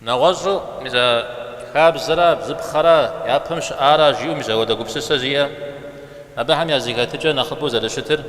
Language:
Kabardian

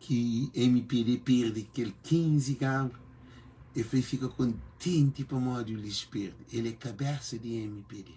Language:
Kabuverdianu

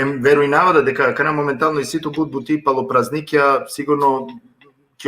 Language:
Balkan Romani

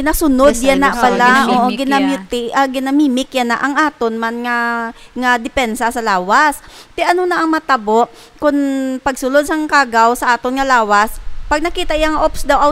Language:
Hiligaynon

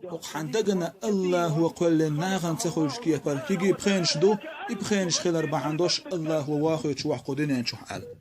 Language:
Chechen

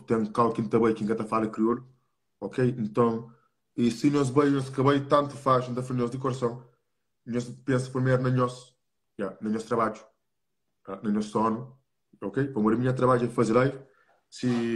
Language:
Kabuverdianu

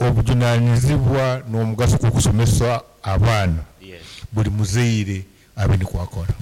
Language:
Nyankole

